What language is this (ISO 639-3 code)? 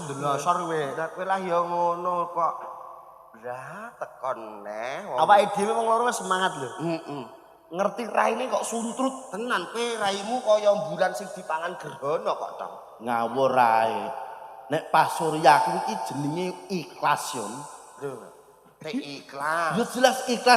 jav